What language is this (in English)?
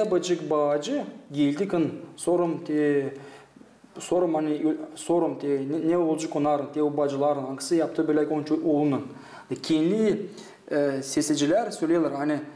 Gagauz